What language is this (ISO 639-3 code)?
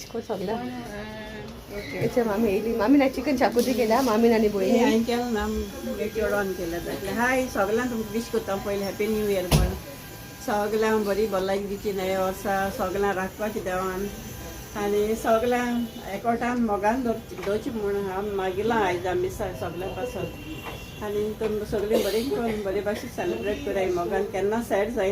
kok